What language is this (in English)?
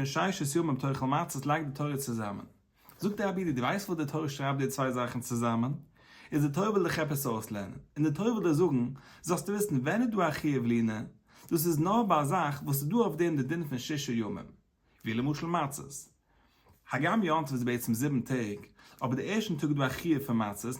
Yiddish